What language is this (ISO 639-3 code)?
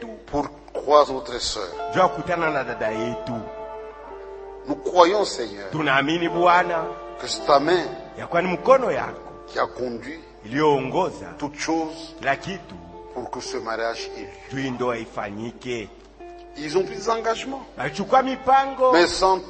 swa